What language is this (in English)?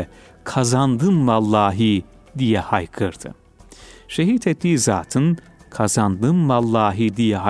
Turkish